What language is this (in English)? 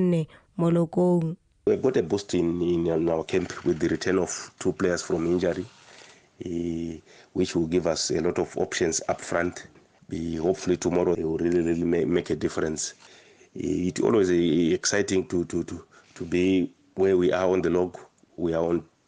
Tswana